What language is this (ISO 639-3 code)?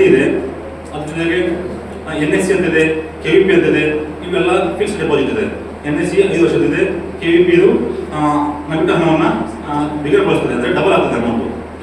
kan